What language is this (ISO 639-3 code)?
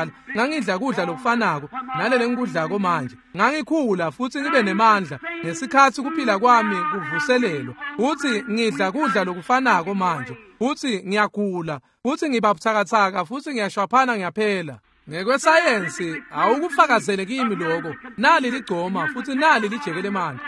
ssw